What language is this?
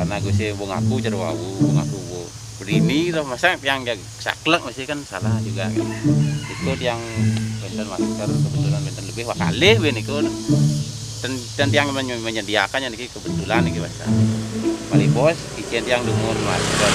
Balinese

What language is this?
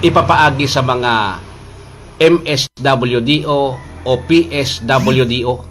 Bikol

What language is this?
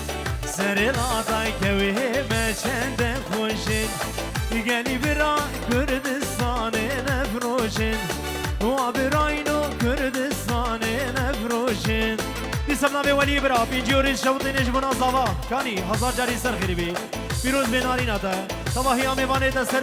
Kurdish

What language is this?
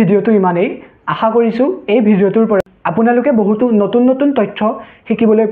Assamese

